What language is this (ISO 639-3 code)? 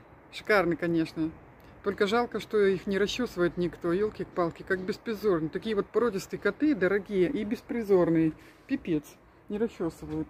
rus